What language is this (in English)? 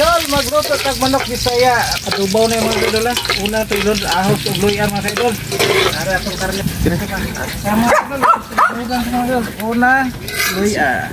Cebuano